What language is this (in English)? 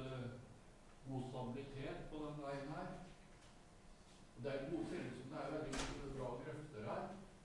Norwegian